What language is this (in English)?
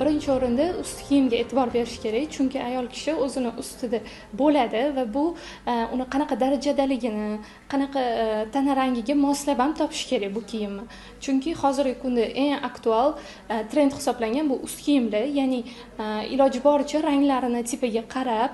Uzbek